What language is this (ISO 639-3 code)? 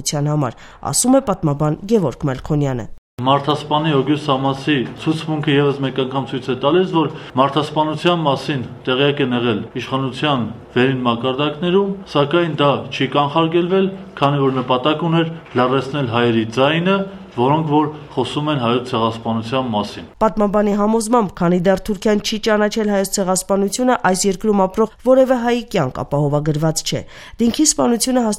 hye